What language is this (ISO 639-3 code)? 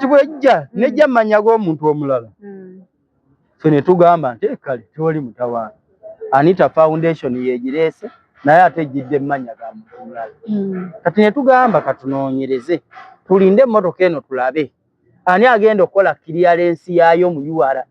lug